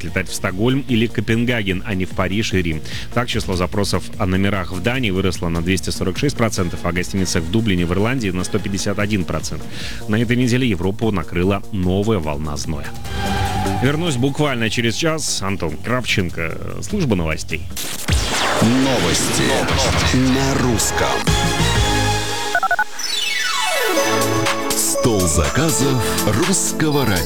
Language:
Russian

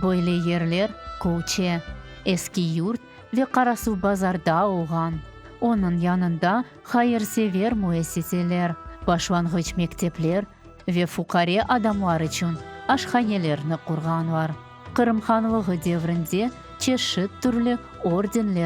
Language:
Crimean Tatar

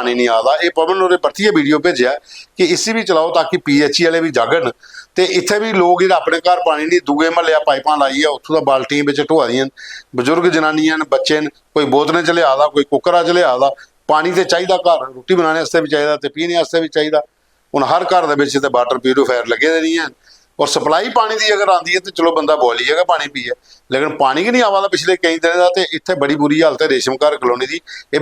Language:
Dogri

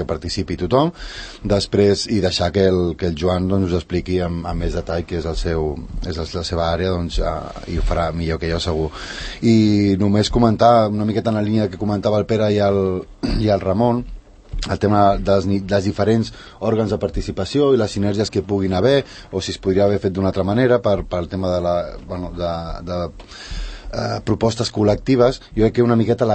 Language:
Catalan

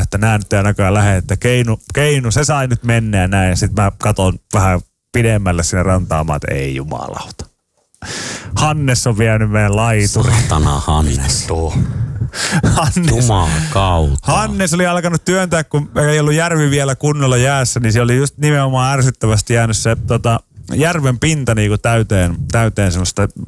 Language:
Finnish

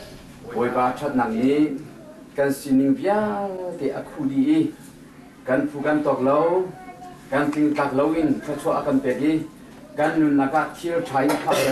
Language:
Hakha Chin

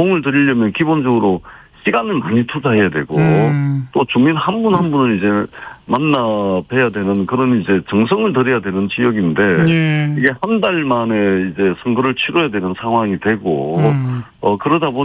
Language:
Korean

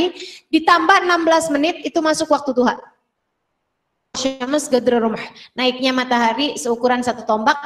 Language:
Indonesian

